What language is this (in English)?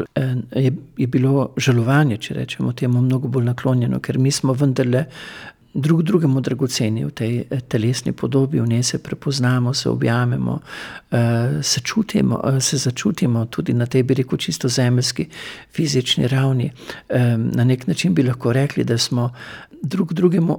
Slovenian